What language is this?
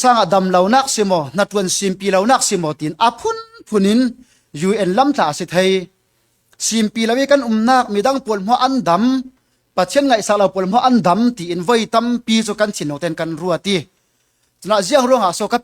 Falam Chin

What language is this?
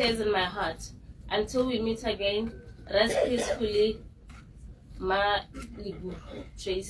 Tswana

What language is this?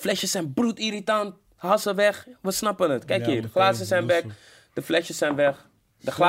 Dutch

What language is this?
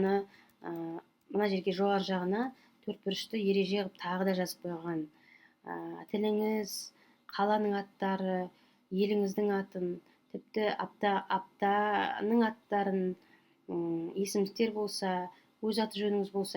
Kazakh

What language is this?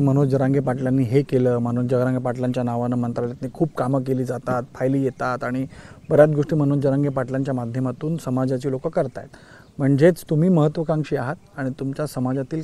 Marathi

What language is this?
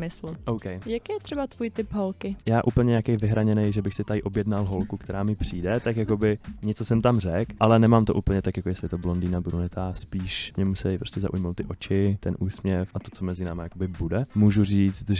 Czech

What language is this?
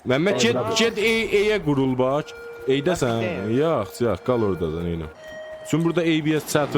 South Azerbaijani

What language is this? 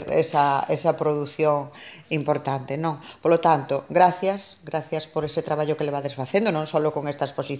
Galician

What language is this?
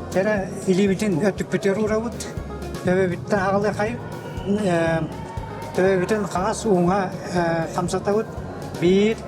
Yakut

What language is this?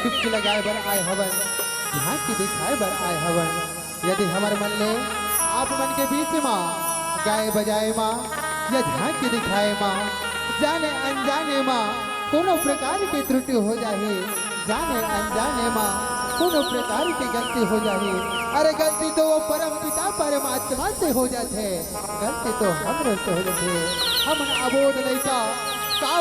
Chhattisgarhi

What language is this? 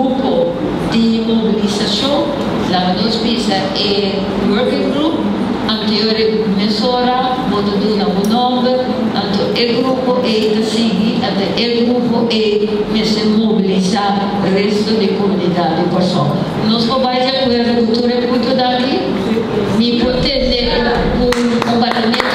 Papiamento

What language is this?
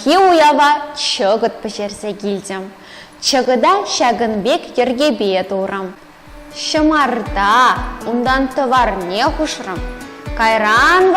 Chuvash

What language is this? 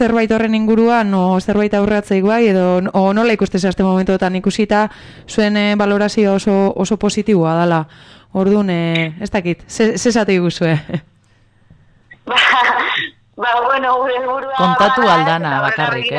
Basque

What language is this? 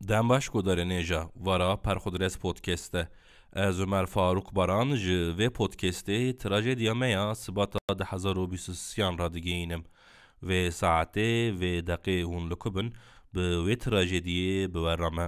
Kurdish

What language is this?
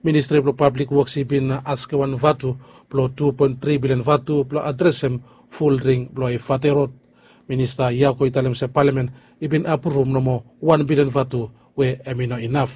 Bislama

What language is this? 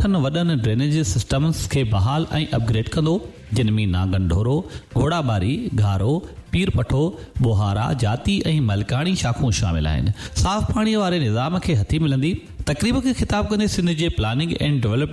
Sindhi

